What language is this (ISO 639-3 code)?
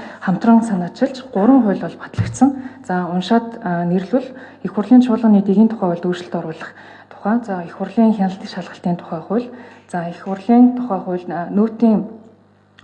mon